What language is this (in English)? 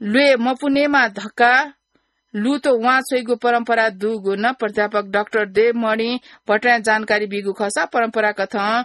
Newari